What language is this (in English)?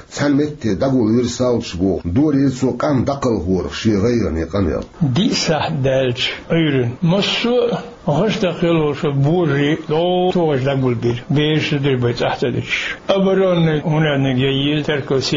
Chechen